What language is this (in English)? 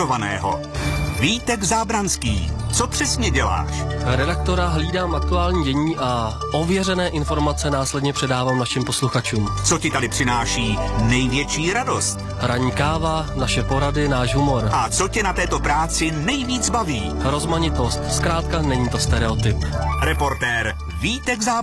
Czech